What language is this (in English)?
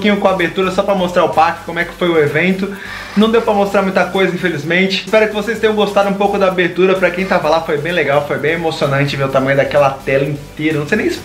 Portuguese